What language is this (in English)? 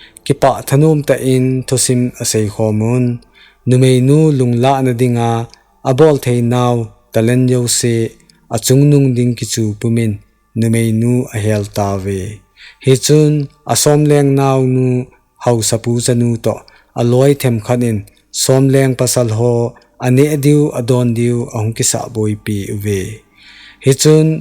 Thado Chin